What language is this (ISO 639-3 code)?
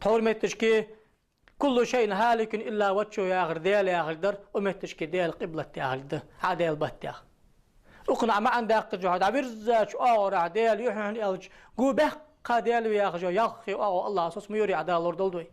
inh